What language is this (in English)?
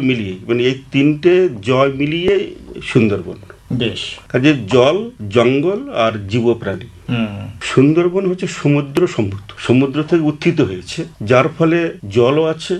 Bangla